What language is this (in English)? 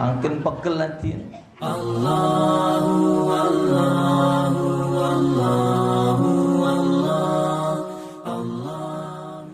Musi